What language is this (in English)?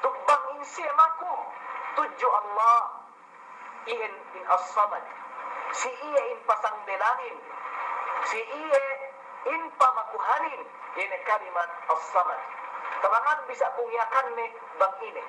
Yakan